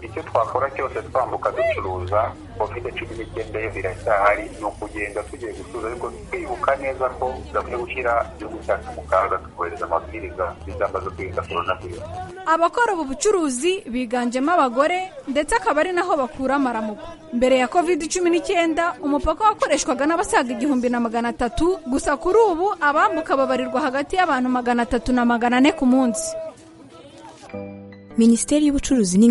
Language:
Kinyarwanda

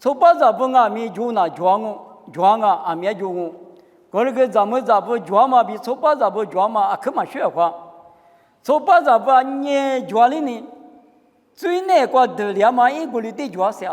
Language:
Lisu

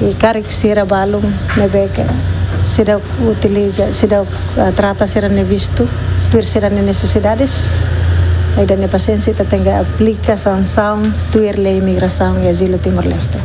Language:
Tetum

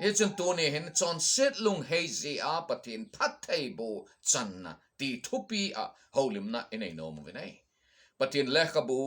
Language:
Thado Chin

